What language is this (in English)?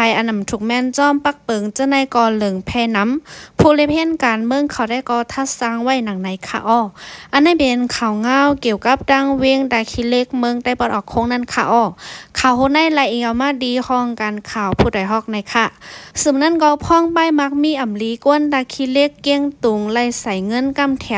Shan